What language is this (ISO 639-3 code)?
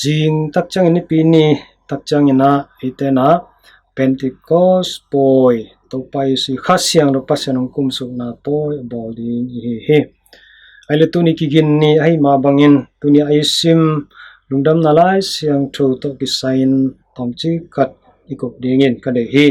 ctd